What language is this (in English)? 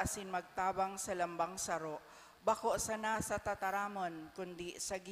Bikol